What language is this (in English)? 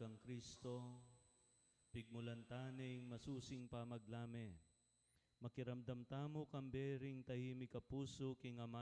Pampanga